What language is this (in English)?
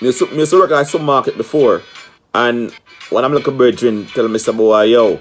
Jamaican Creole English